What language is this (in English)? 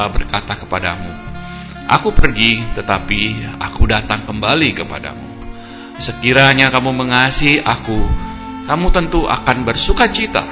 Indonesian